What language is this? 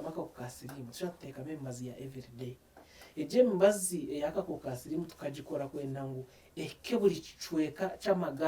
Nyankole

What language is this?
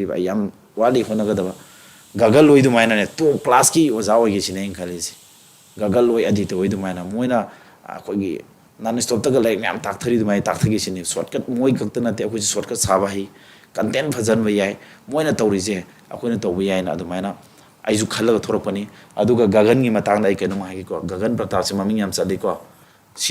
Manipuri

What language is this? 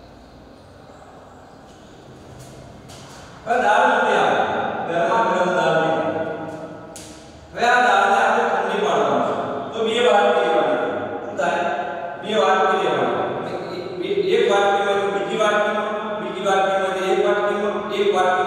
Gujarati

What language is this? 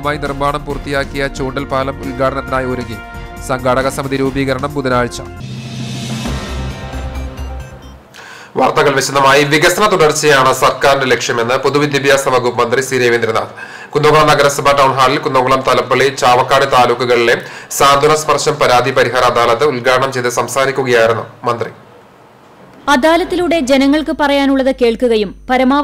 Malayalam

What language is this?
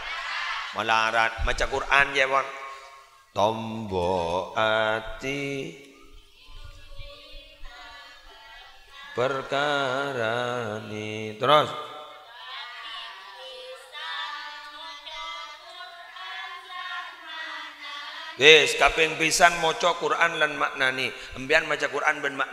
Madurese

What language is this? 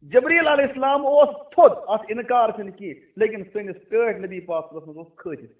Kashmiri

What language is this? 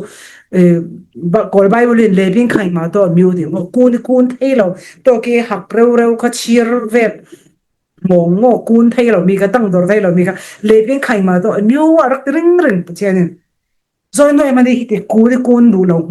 Falam Chin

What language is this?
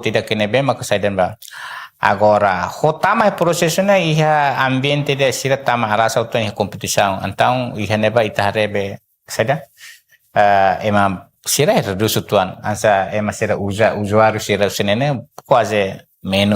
Tetum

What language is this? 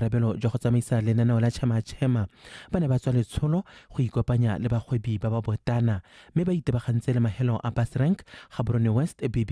Tswana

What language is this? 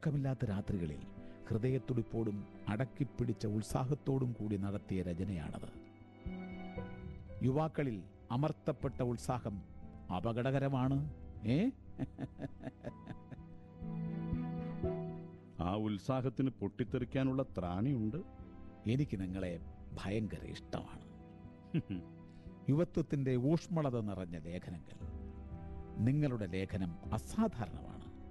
Malayalam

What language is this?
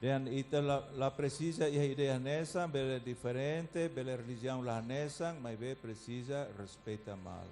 Tetum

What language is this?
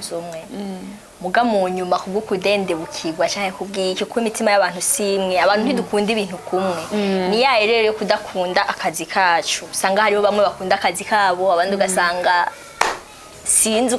Rundi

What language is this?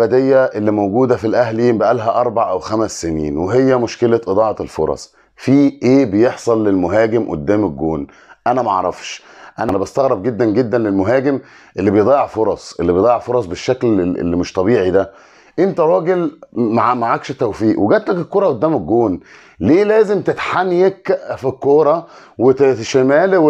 Egyptian Arabic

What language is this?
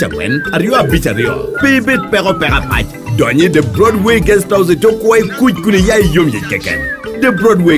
Lango (Uganda)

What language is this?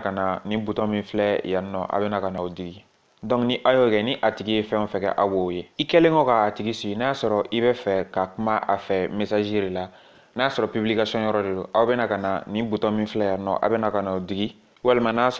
Bambara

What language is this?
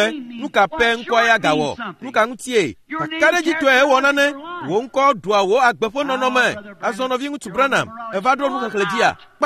Ewe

